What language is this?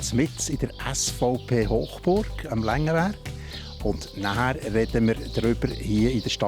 Swiss German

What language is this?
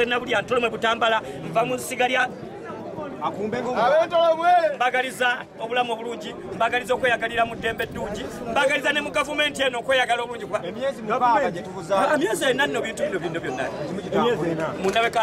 Ganda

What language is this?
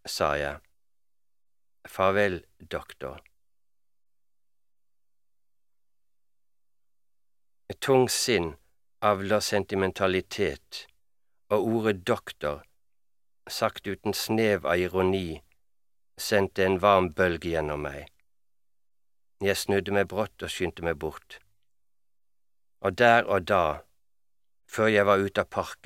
Norwegian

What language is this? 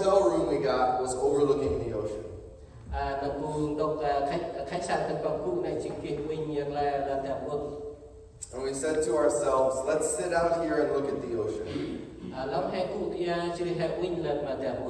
Central Mnong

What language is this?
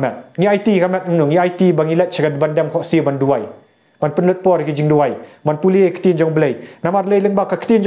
Khasi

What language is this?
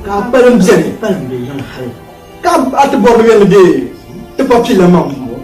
Dagbani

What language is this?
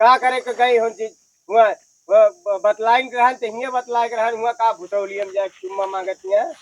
Awadhi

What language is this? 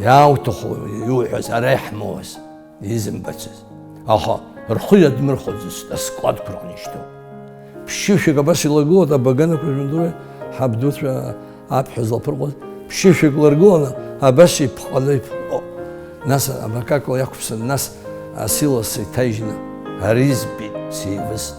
Abkhazian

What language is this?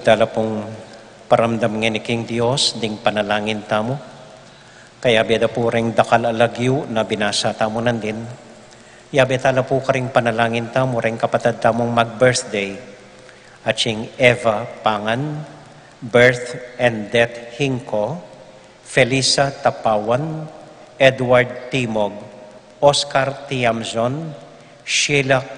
Pampanga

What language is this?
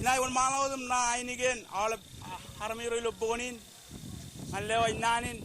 Marshallese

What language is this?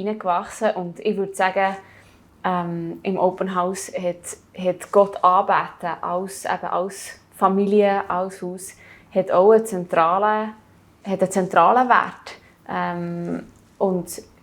Swiss German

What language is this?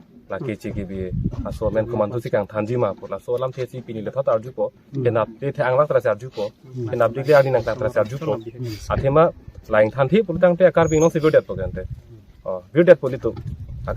Karbi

